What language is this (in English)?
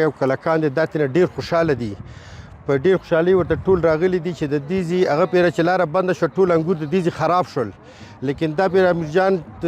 Pashto